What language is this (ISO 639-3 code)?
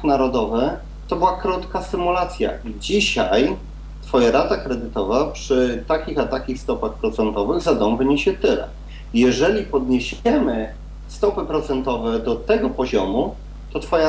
pol